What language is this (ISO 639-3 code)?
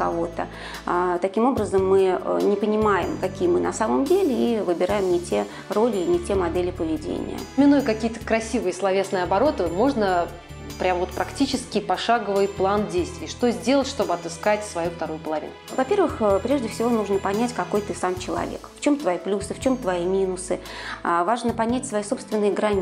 rus